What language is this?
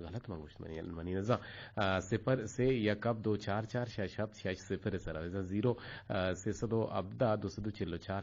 Eastern Balochi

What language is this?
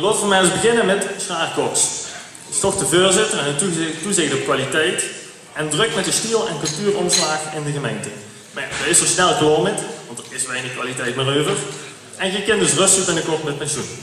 Limburgish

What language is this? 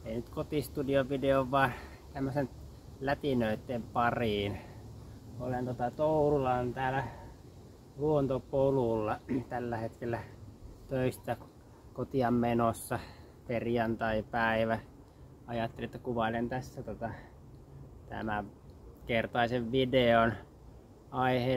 Finnish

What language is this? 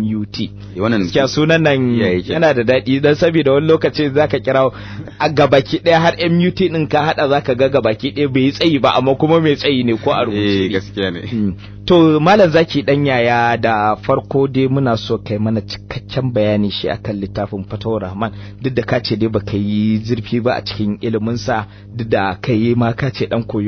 Hausa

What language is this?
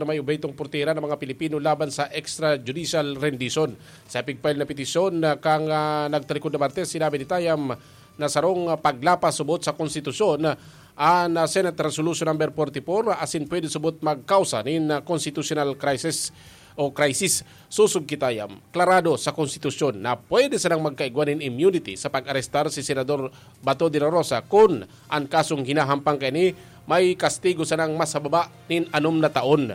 Bikol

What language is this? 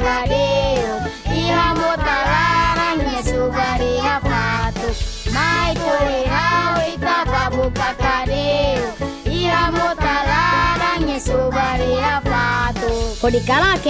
Tetum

